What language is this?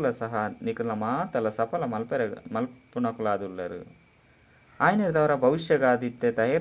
Tulu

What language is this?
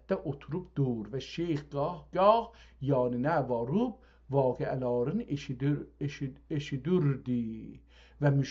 South Azerbaijani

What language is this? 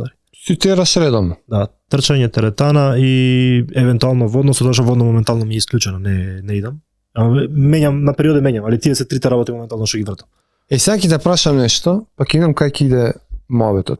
Macedonian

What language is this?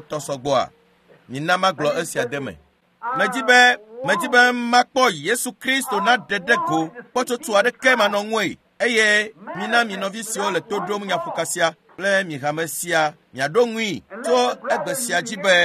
Ewe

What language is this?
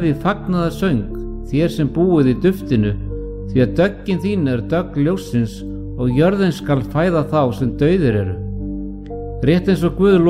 Icelandic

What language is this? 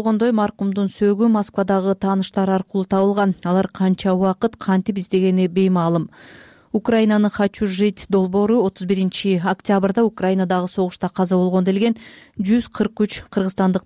Kyrgyz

